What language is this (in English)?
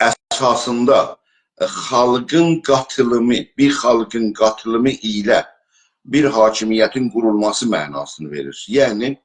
South Azerbaijani